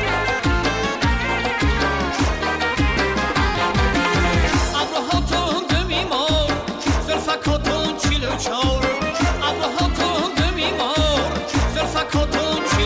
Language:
Tajik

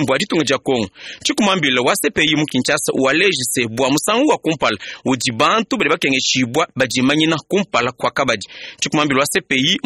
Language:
Luba-Lulua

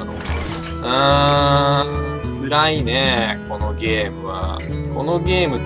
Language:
Japanese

